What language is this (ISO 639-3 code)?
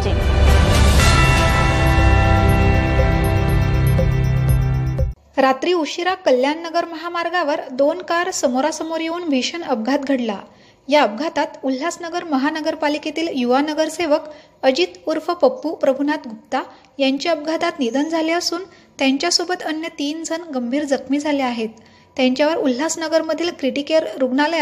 mar